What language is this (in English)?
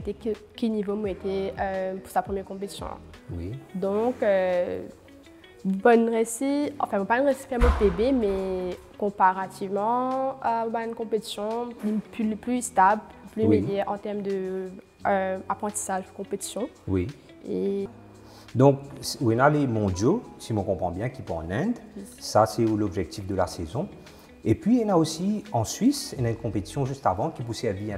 Morisyen